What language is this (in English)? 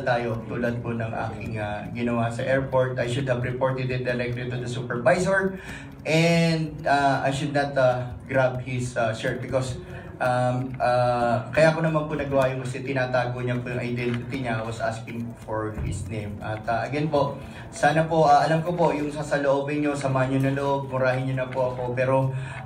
Filipino